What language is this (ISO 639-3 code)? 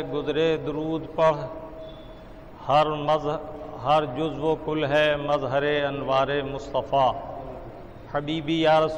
urd